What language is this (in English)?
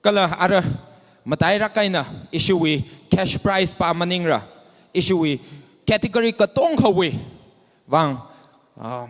Tangkhul Naga (India)